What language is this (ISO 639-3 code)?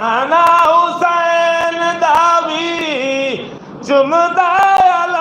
skr